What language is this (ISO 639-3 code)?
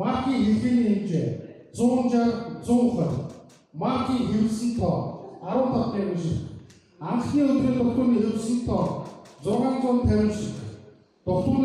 mon